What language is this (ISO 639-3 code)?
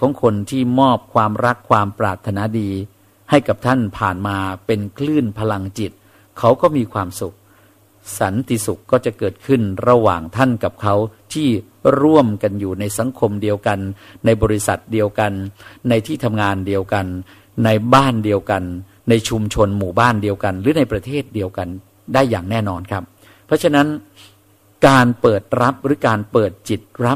tha